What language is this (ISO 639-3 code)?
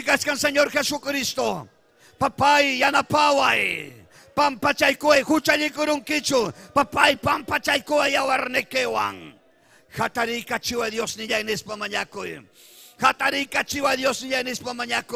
quy